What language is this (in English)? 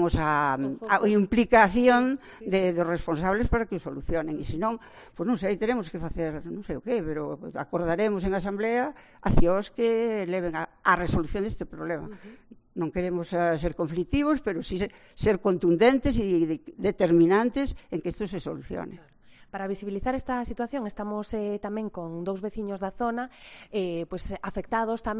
Galician